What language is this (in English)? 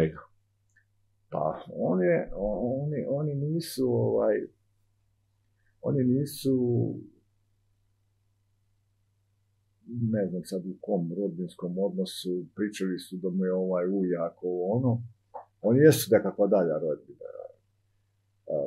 Serbian